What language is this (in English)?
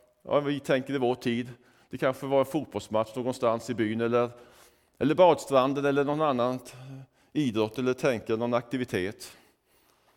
Swedish